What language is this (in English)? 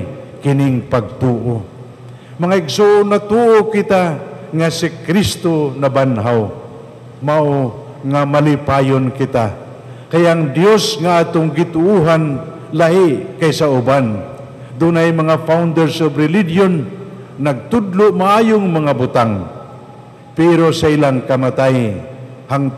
Cebuano